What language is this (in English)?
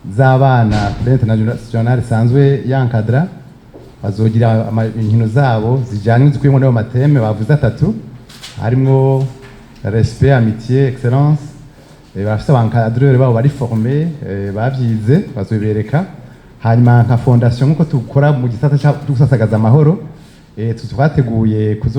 Rundi